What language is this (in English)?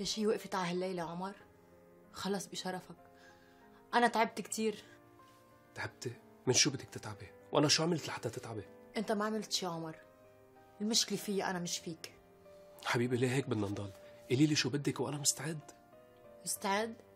North Levantine Arabic